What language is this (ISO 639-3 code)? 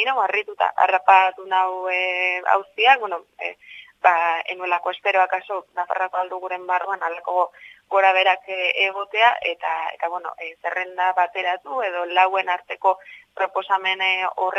eus